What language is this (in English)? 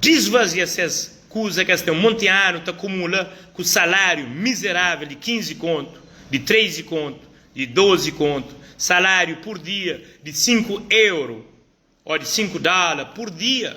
Kabuverdianu